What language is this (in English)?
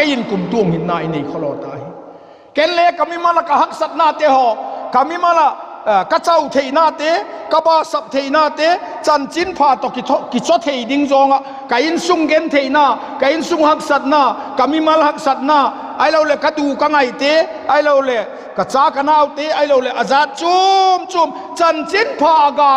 Vaiphei